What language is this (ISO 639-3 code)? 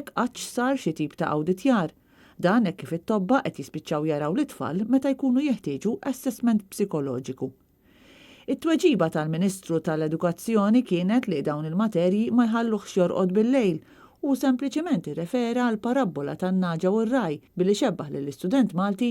mlt